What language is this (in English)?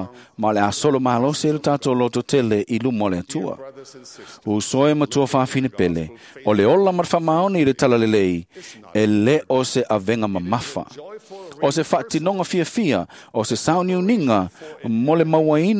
Samoan